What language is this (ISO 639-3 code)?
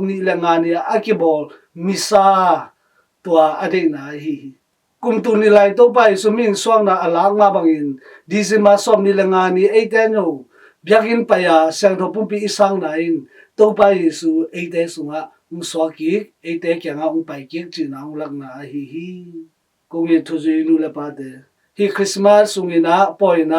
ctd